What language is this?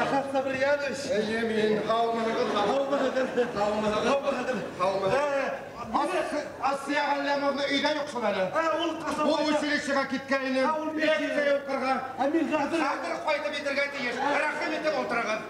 Bashkir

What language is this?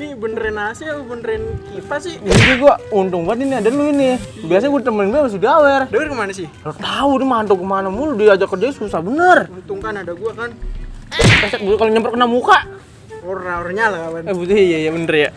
Betawi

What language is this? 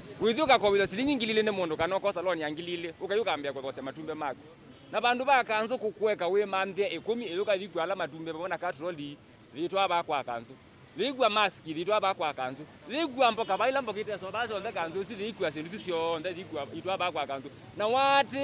Kamba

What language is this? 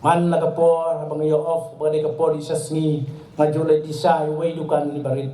Khasi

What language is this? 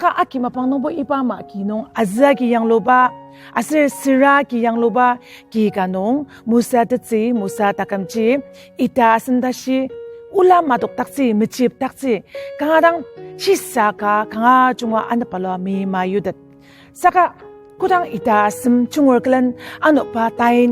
Ao Naga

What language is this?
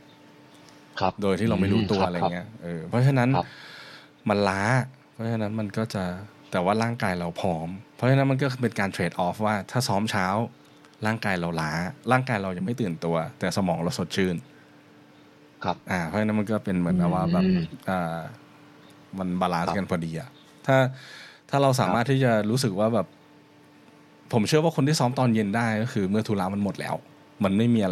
Thai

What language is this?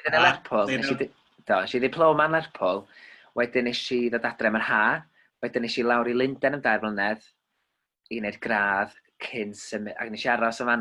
Welsh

